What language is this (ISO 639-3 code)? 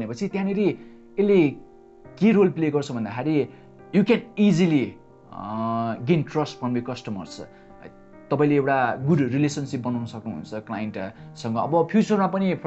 nep